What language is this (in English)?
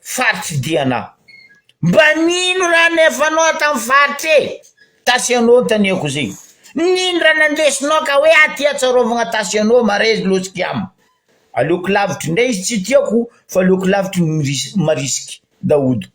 Malagasy